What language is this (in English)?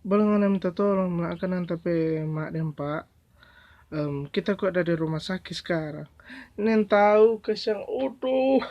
Manado Malay